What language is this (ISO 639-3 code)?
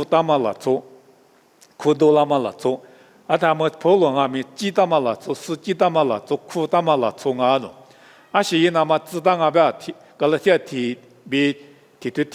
lis